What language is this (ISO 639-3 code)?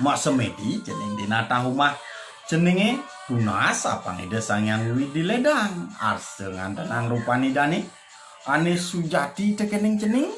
ban